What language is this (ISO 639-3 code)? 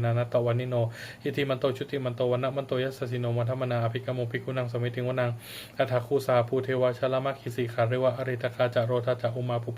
pli